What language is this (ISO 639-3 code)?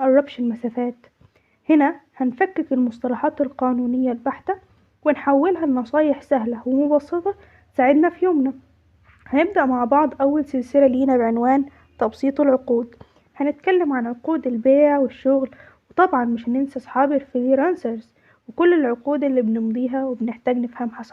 arz